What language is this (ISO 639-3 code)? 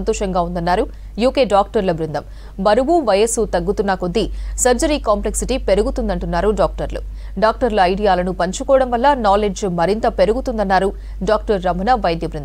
tel